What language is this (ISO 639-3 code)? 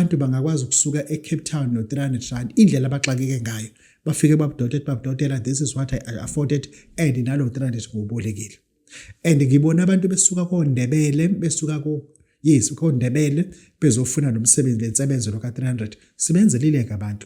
zul